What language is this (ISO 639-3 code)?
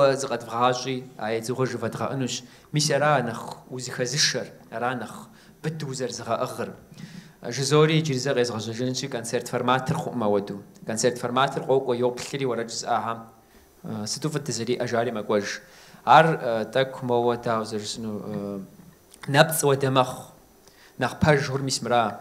kbd